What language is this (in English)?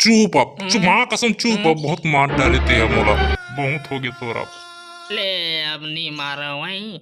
Chhattisgarhi